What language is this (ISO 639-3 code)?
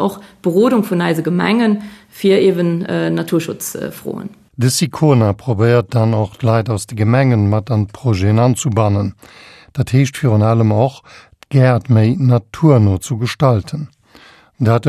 ltz